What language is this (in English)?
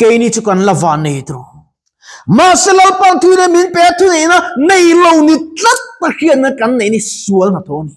Mizo